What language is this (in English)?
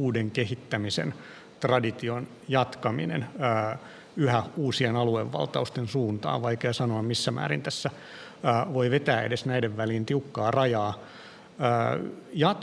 Finnish